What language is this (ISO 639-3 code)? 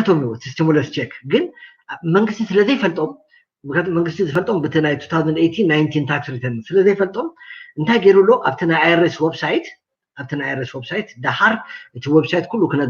tir